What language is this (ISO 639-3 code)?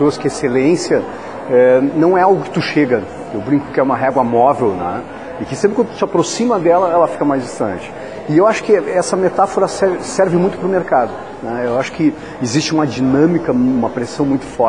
por